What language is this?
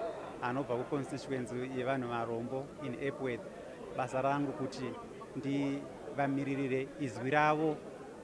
Shona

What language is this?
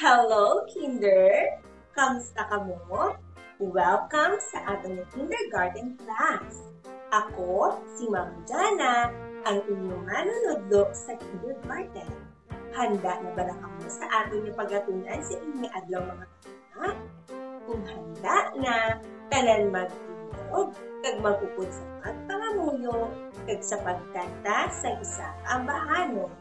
Hiligaynon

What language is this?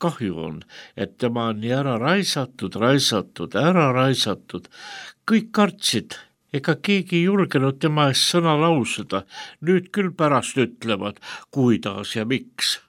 Estonian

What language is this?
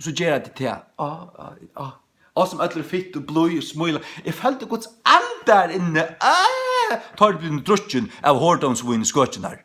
Faroese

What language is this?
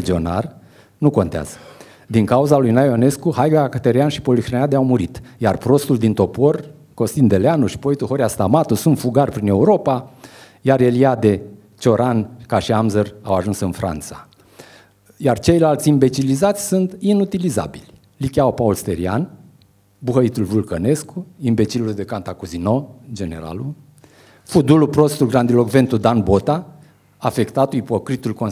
Romanian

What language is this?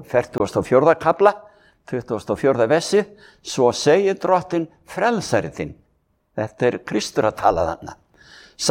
Icelandic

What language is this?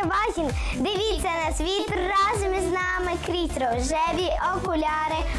Ukrainian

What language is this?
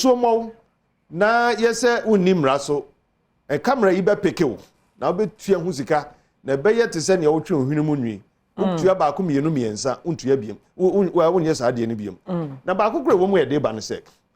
Akan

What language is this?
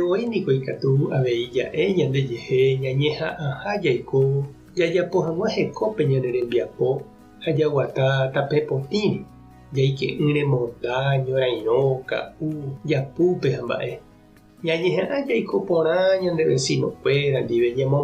Guarani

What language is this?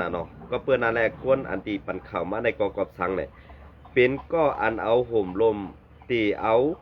Shan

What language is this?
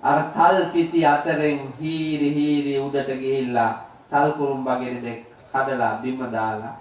Sinhala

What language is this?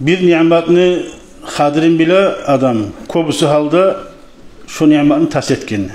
Kumyk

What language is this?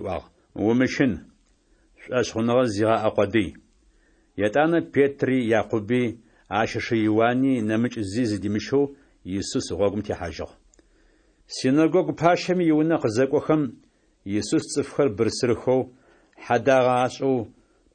Adyghe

